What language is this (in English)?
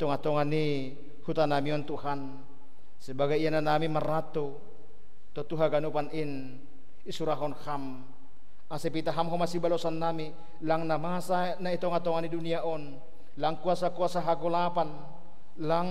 Batak Simalungun